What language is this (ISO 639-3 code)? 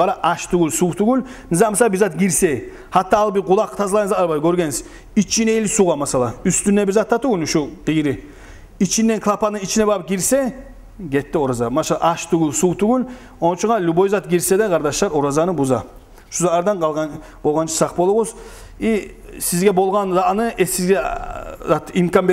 kum